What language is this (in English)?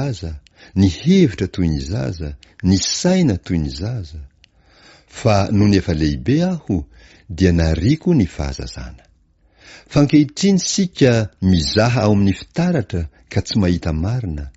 Malagasy